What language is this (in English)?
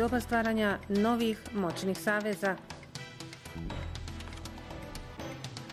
Bosnian